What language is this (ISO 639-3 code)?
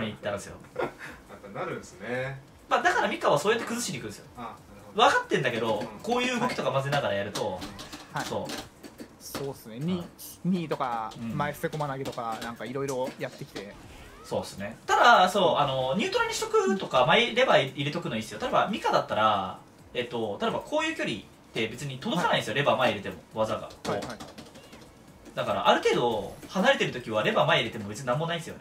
jpn